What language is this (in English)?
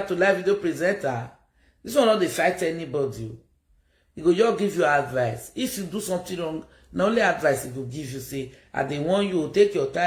Nigerian Pidgin